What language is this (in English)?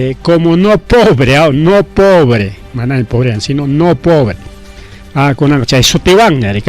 Ayacucho Quechua